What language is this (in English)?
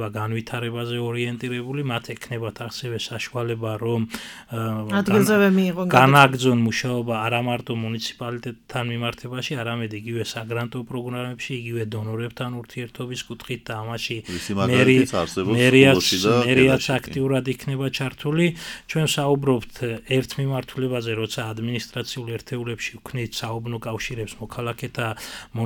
Georgian